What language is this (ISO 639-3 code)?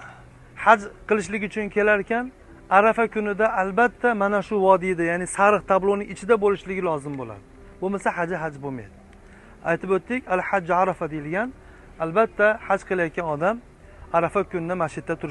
uzb